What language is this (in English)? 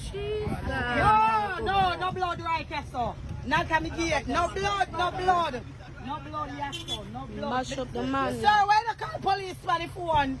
Jamaican Creole English